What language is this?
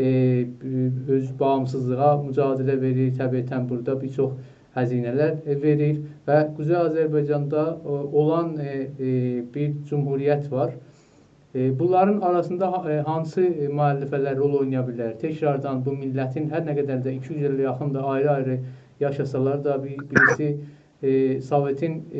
South Azerbaijani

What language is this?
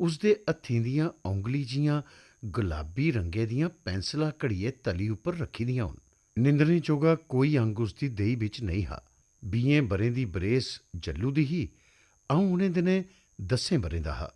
Dogri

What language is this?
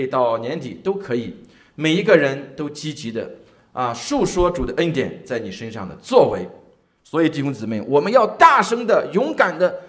Chinese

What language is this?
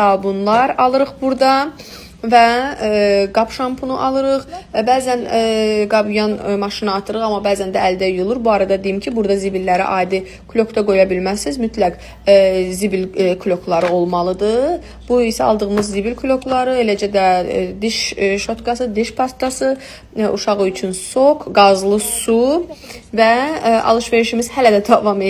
Azerbaijani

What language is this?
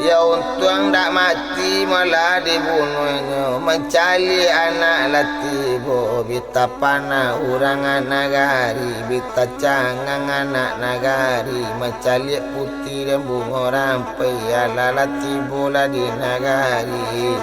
Minangkabau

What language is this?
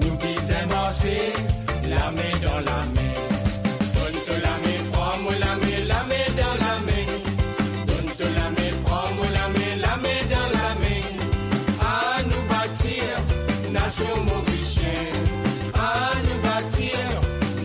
Morisyen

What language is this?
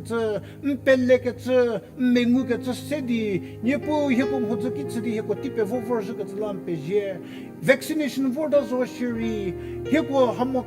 Angami Naga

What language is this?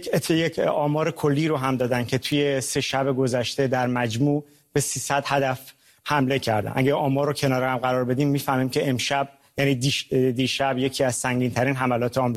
Persian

